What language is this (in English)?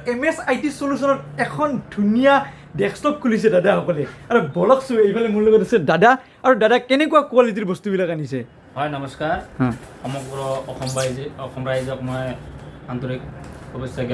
Assamese